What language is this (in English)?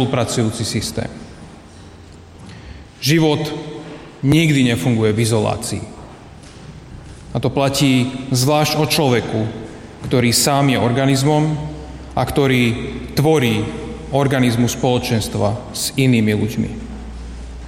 Slovak